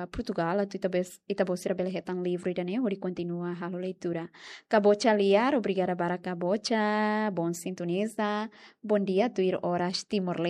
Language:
Tetum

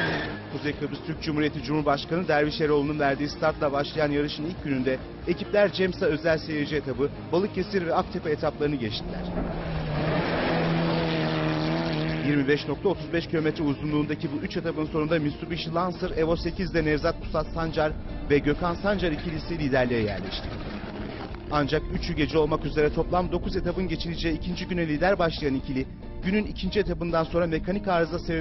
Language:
Turkish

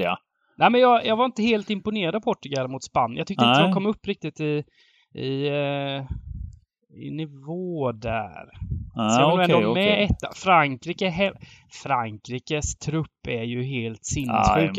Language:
Swedish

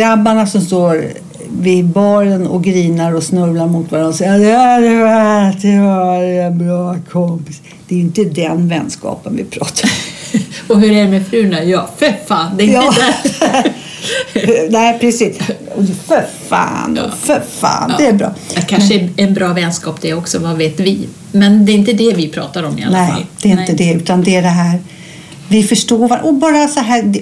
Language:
Swedish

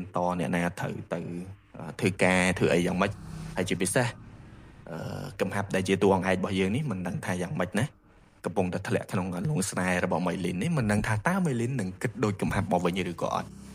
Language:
Khmer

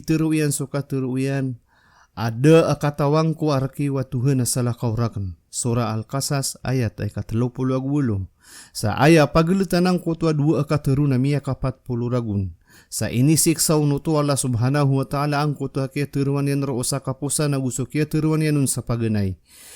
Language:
Maranao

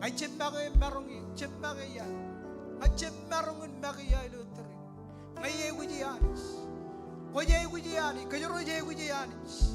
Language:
Marshallese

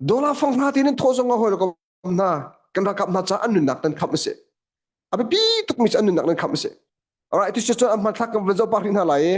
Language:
Hakha Chin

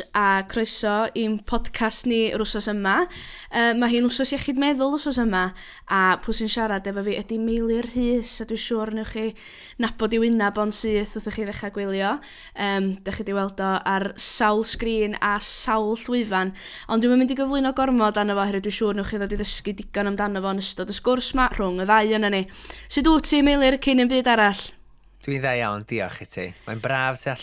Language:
Welsh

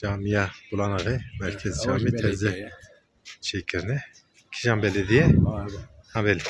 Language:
Kurdish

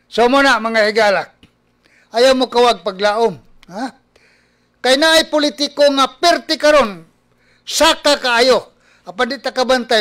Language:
Cebuano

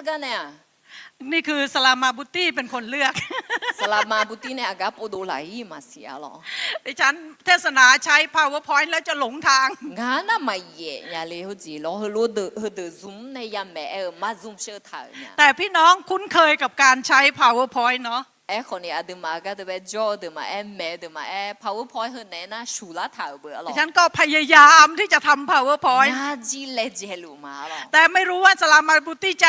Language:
Akha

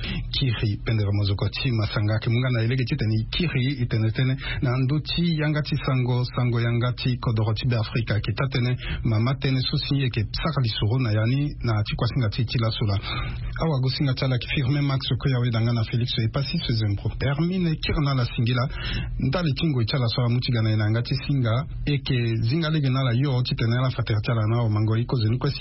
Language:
Sango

